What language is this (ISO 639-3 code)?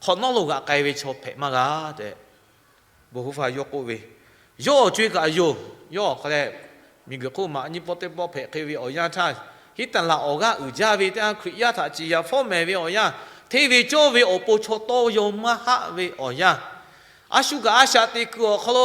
lhu